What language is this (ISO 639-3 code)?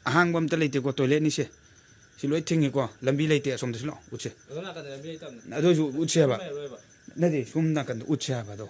mni